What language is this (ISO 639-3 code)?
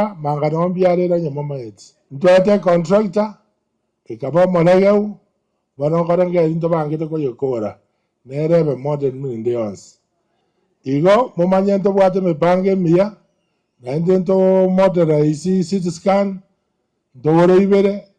guz